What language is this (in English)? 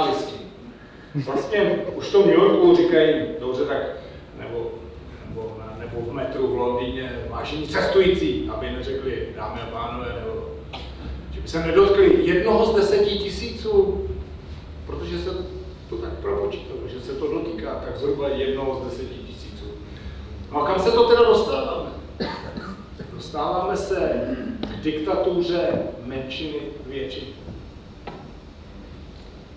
Czech